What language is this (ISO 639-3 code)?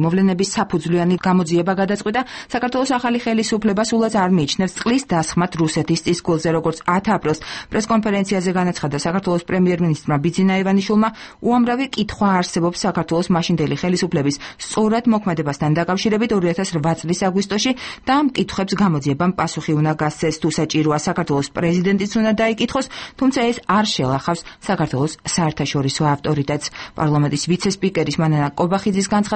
kat